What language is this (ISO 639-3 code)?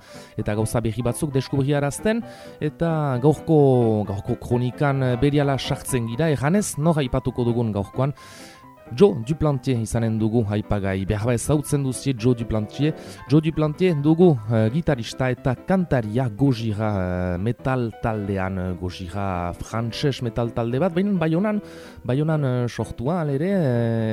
eus